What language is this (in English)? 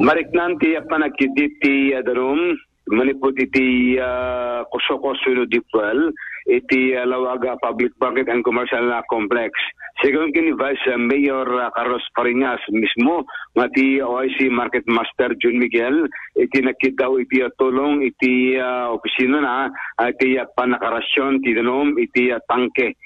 Iloko